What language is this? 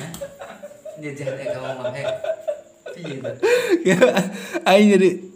Sundanese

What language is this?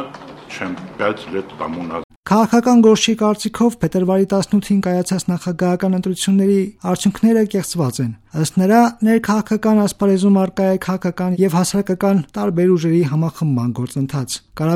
Armenian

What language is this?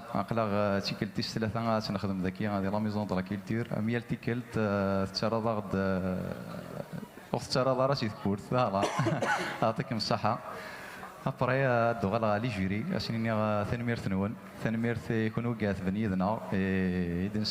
Kabyle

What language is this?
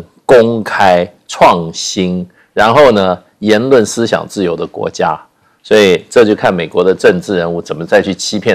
Chinese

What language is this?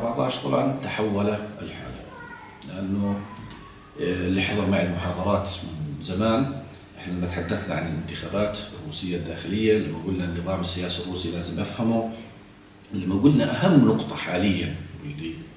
South Levantine Arabic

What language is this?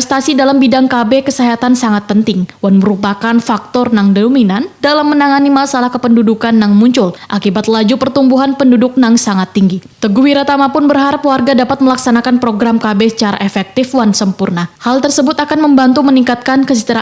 Banjar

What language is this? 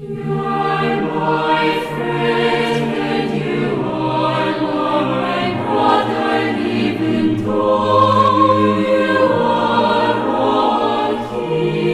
Aymara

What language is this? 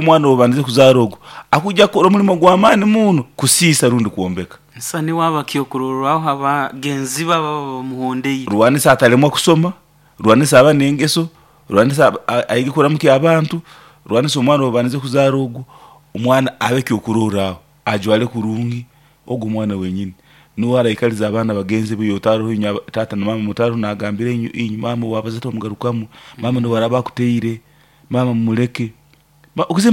Nyoro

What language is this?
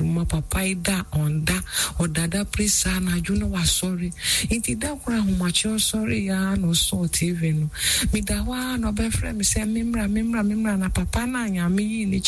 Akan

